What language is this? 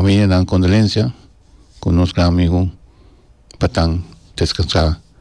Papiamento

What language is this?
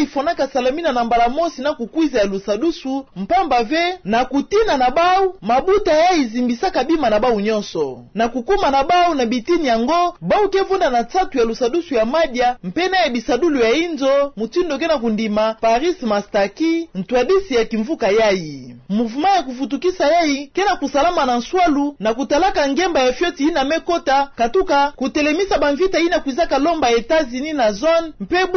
Kituba (Democratic Republic of Congo)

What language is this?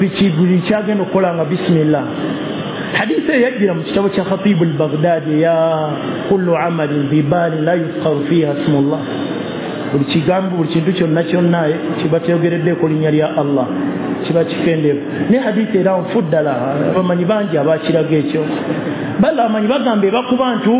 Ganda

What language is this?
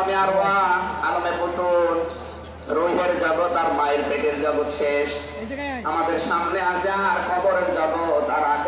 Bangla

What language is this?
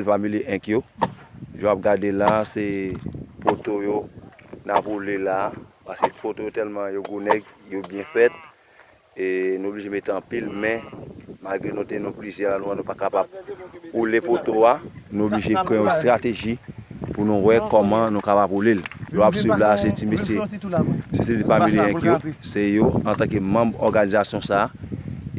Haitian Creole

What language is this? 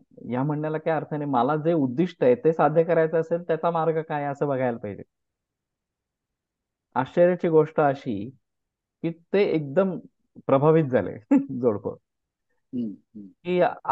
Marathi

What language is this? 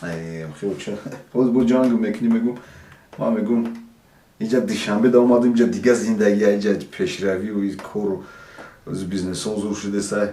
Tajik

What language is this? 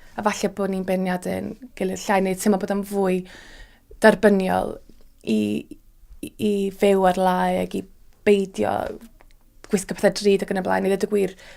Welsh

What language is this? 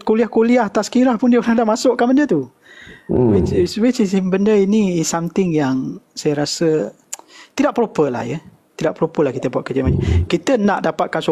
Malay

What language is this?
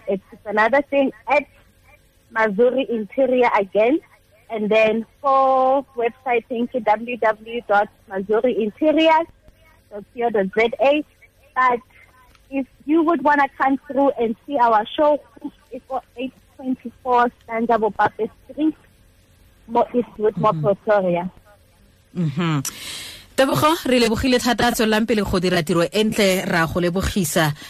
Tswana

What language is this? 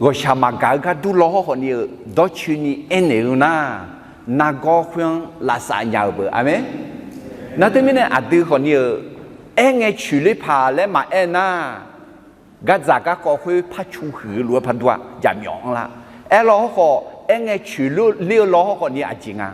Akha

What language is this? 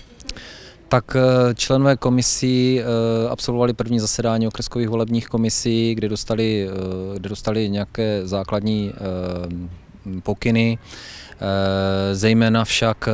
Czech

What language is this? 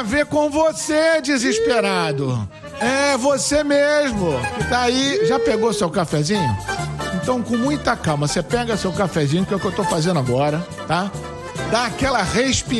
Portuguese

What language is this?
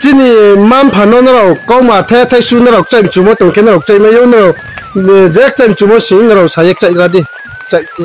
Riang (India)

